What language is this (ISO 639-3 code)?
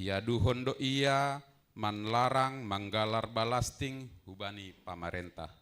bts